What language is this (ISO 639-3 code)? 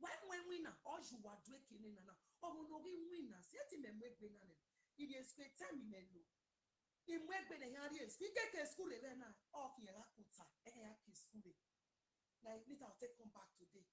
pcm